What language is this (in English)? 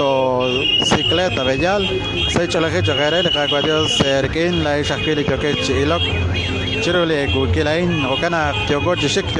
Kekchí